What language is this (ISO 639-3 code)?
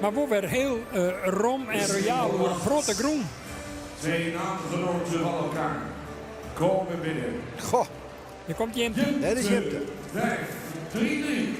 fry